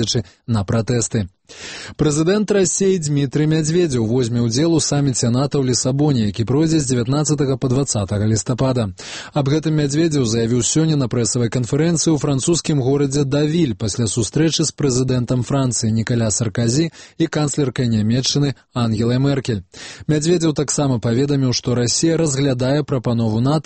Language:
Belarusian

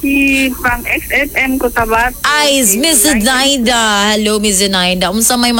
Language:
Cebuano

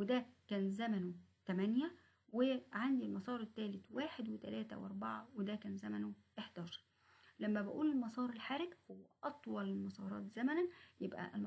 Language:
Egyptian Arabic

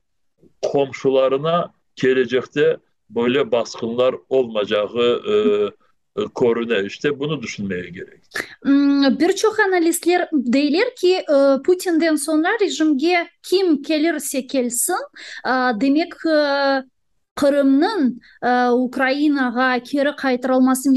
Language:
Crimean Tatar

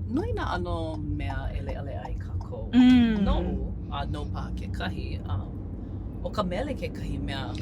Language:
Hawaiian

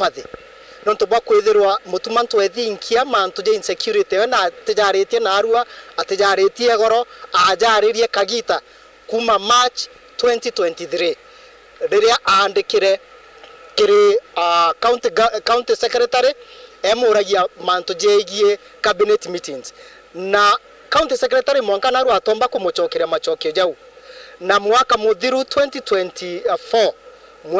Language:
Meru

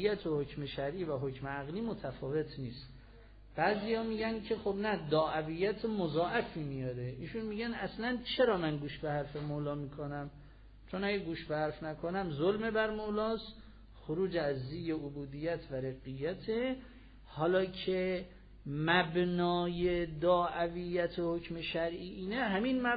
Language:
Persian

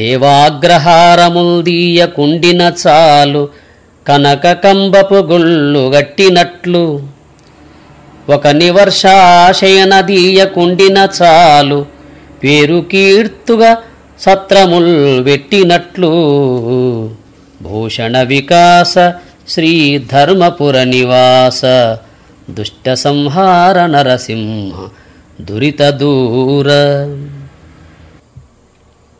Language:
Telugu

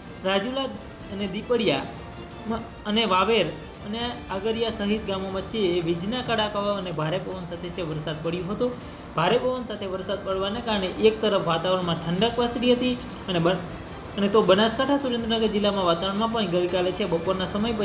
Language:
Gujarati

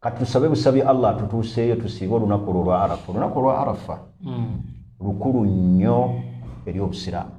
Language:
Ganda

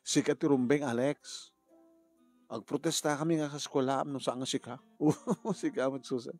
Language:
Iloko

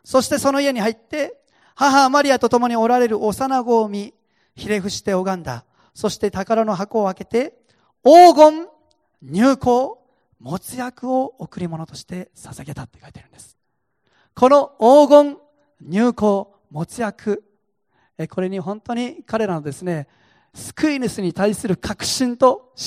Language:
Japanese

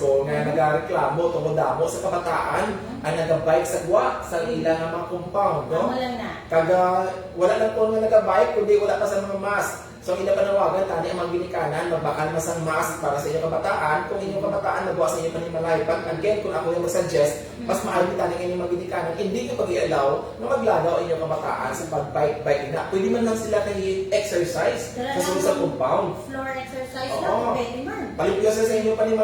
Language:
Hiligaynon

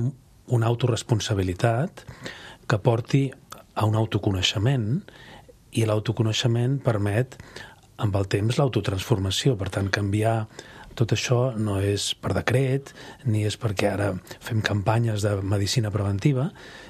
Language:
Catalan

